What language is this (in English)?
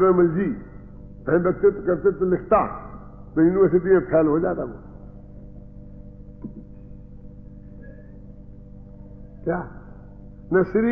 Hindi